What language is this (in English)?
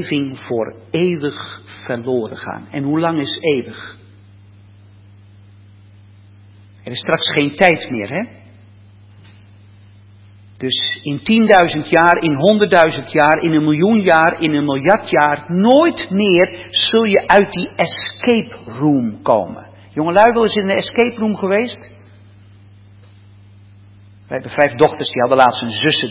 Dutch